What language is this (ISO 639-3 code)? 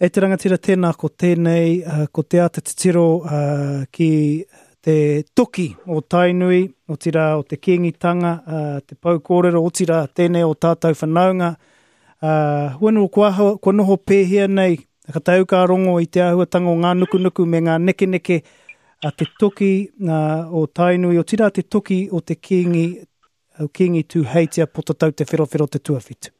mri